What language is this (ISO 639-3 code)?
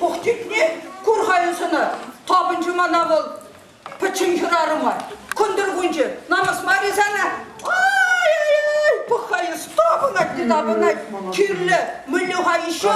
chv